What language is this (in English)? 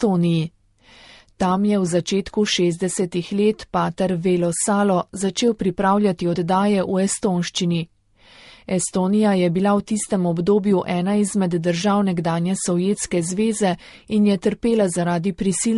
Slovenian